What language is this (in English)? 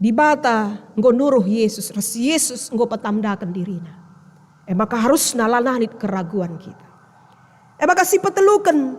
Batak Karo